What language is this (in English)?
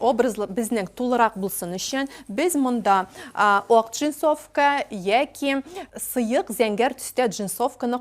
Tatar